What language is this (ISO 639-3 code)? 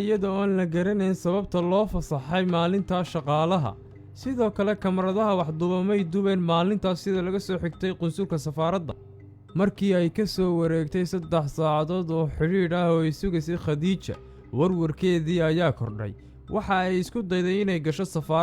som